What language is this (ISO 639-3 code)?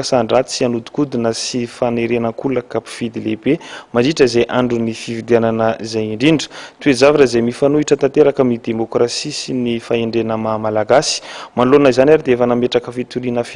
mlg